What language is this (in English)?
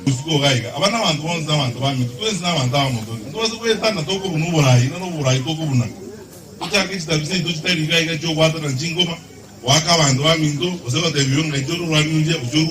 Gusii